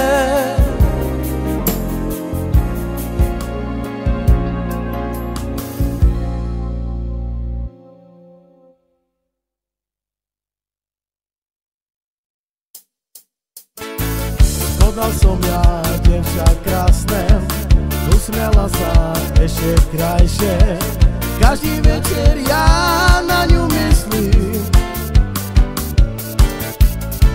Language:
Slovak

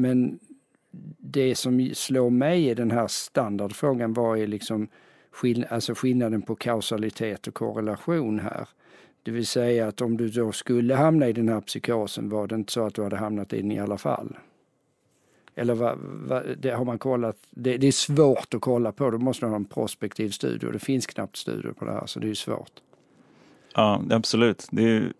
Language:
Swedish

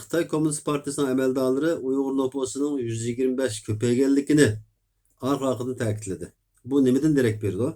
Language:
Uyghur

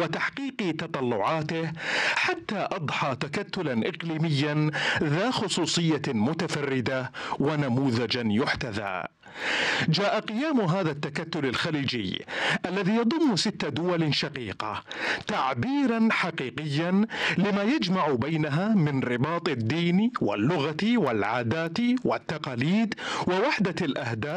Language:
Arabic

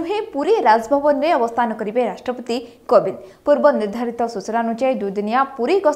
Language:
Odia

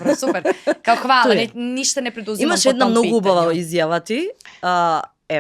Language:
Macedonian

